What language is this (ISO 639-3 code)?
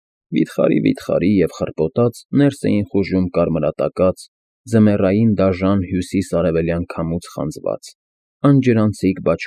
hye